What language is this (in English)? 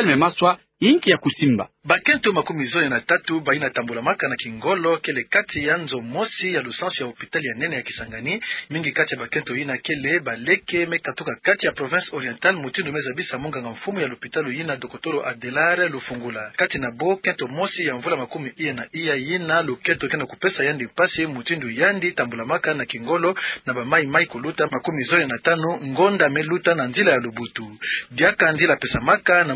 Kituba (Democratic Republic of Congo)